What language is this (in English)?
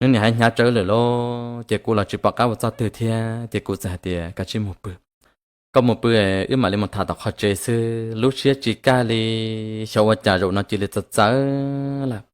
Hmong